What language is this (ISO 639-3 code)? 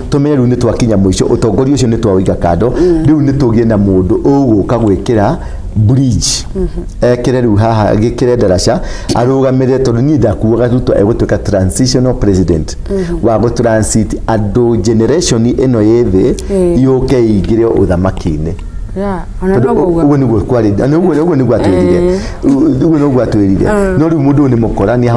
kik